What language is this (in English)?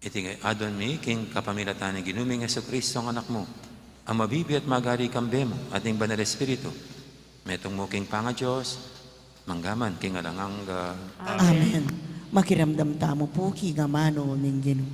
Pampanga